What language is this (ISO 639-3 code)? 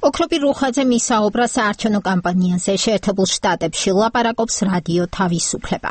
kat